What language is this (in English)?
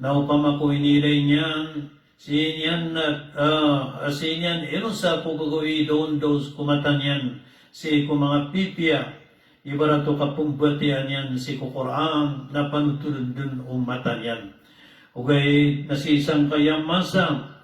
Maranao